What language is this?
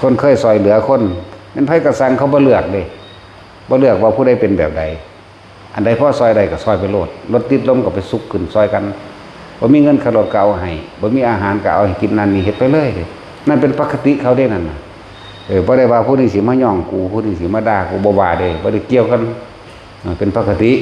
Northeastern Thai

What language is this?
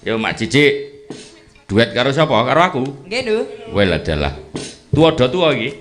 Javanese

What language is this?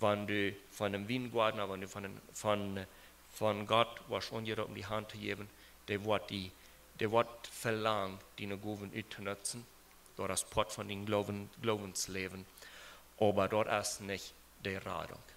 Plautdietsch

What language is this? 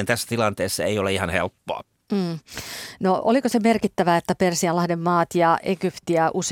Finnish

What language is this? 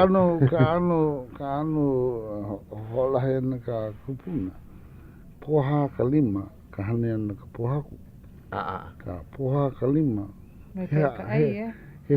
Hawaiian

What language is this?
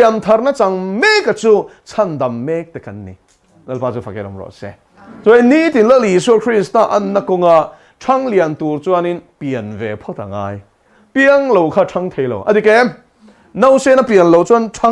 Mizo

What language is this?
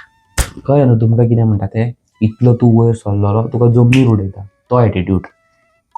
Konkani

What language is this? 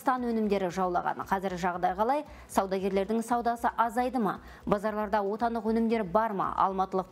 Kazakh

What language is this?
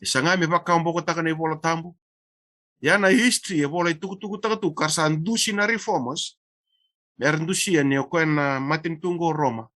Fijian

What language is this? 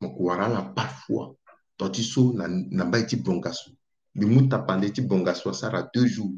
Sango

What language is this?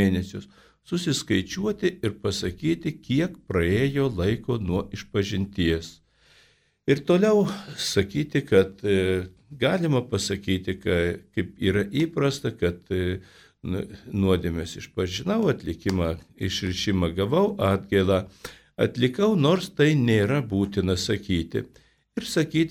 Lithuanian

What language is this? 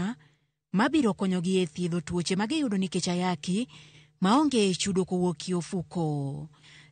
Luo (Kenya and Tanzania)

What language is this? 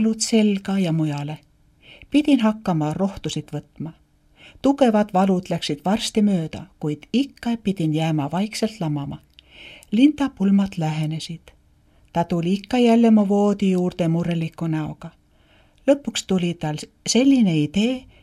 Estonian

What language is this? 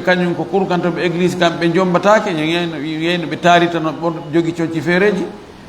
Fula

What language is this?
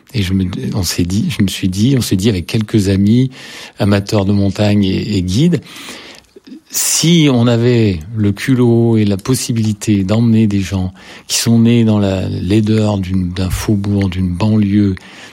French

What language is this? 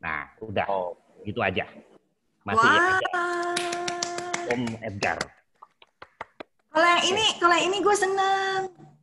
Indonesian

